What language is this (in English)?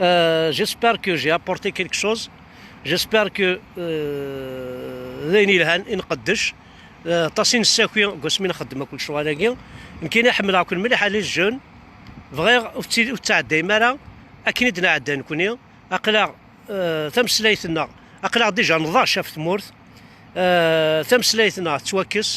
Kabyle